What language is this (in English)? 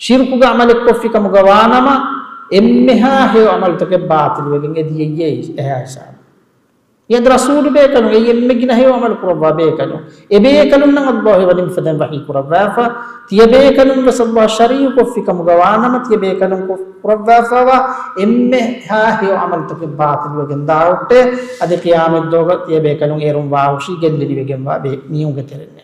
Divehi